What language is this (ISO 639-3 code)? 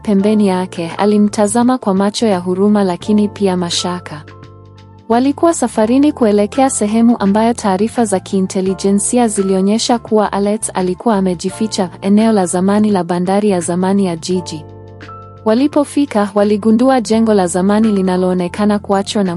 swa